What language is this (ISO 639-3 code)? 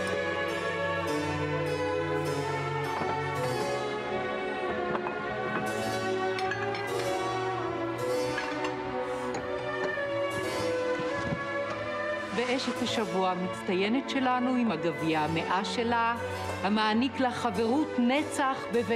heb